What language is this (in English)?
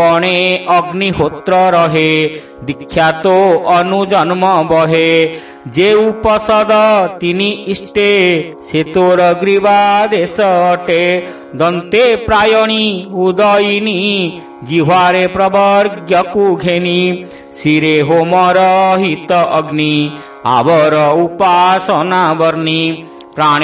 Odia